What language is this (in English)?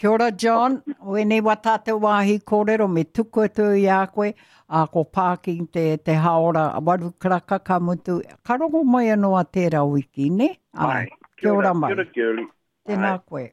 Māori